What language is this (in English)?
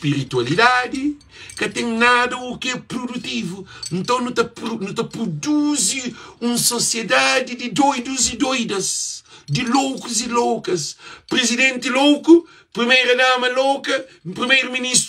Kabuverdianu